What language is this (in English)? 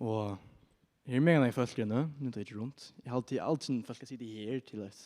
Faroese